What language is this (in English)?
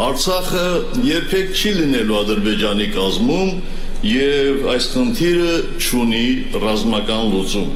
Armenian